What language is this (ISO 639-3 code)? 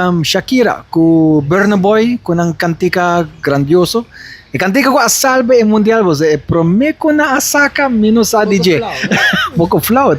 pap